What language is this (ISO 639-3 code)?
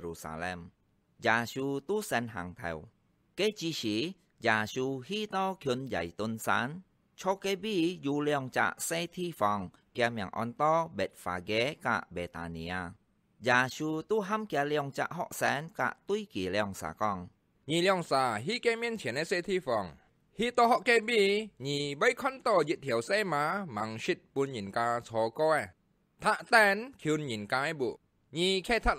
hak